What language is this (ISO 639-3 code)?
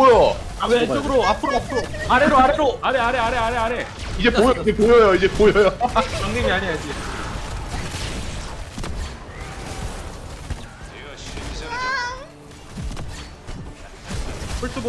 kor